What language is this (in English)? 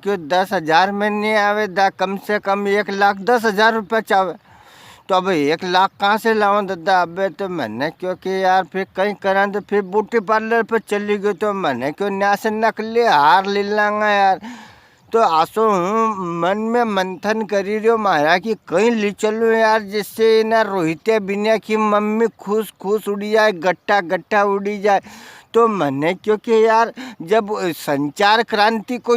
Rajasthani